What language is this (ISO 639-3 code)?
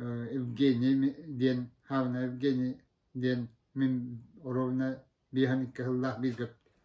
sah